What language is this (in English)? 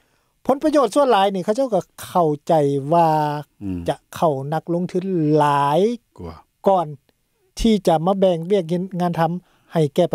Lao